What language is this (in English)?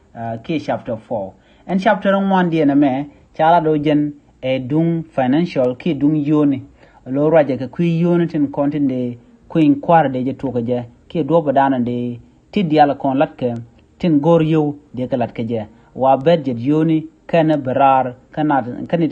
Nuer